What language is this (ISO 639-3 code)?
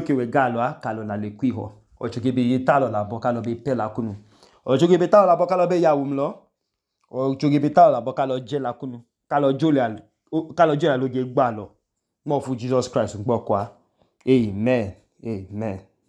idu